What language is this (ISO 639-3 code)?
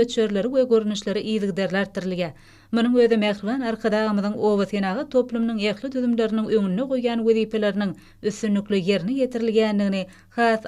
tuk